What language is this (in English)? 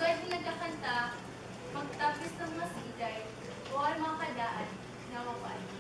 Waray